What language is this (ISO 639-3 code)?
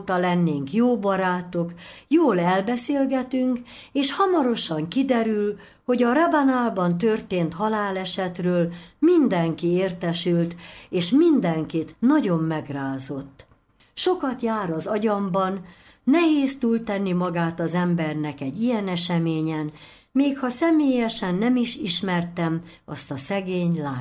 hun